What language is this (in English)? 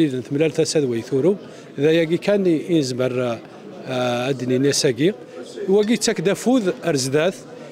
Kabyle